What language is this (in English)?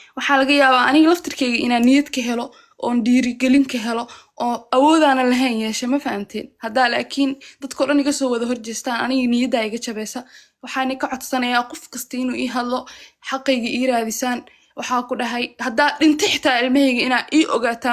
Somali